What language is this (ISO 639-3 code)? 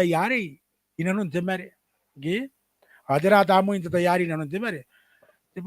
gil